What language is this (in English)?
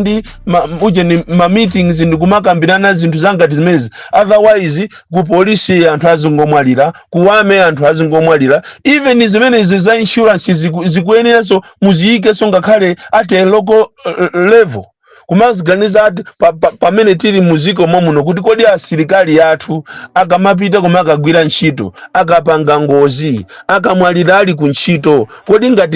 Nyanja